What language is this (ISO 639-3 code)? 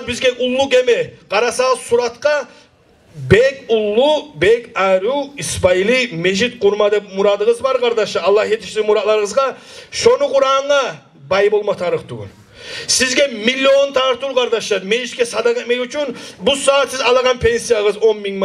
kum